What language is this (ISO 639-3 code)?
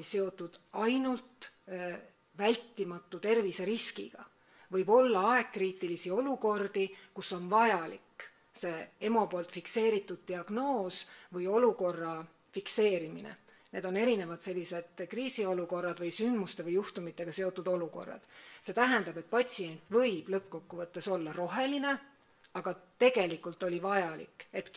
est